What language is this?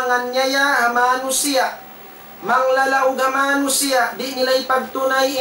Tausug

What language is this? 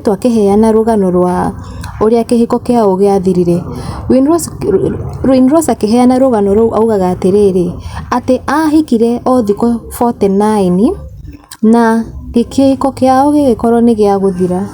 Kikuyu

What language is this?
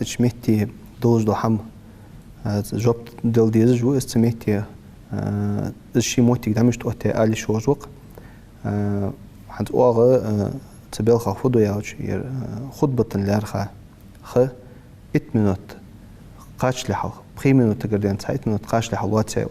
Ingush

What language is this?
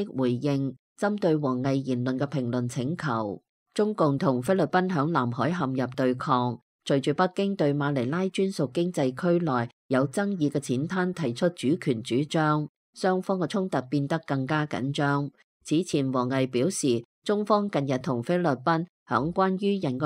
Cantonese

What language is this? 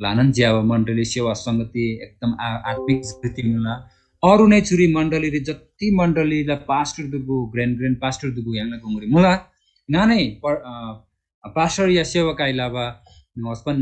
Eastern Tamang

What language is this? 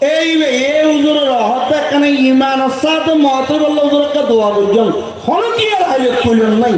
Rohingya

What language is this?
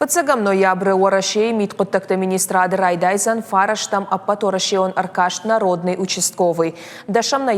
Ossetic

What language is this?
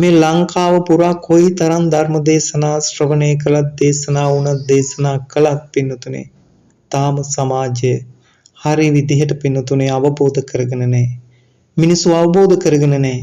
Sinhala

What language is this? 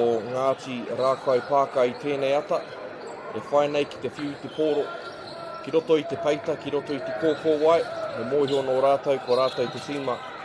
Māori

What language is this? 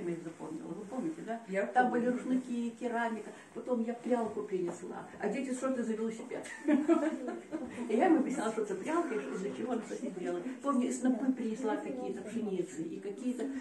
Russian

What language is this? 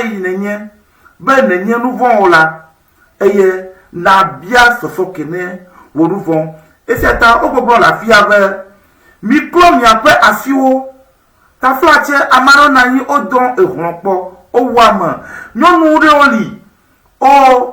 Ewe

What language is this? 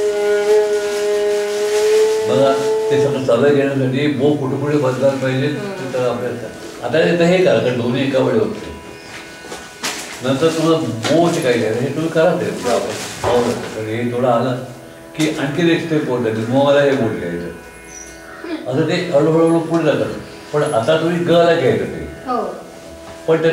Marathi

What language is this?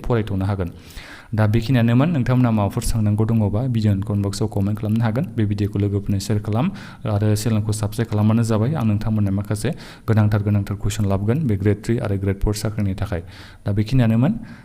Bodo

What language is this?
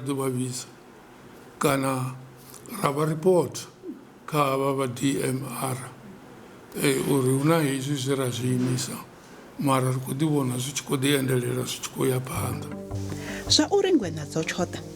Venda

